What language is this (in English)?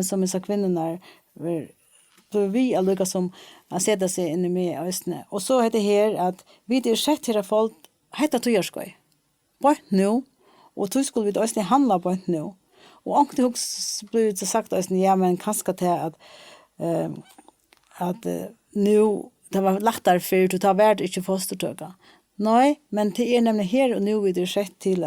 Faroese